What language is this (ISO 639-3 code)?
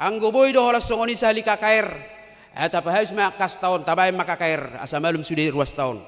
bbc